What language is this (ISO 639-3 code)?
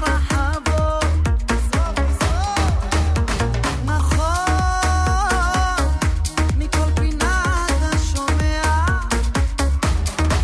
heb